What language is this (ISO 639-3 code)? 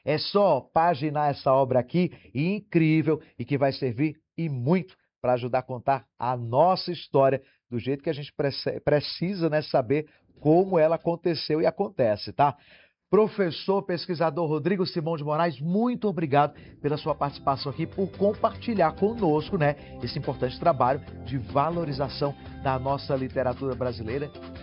por